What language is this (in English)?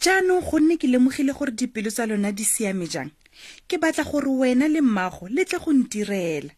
Tswana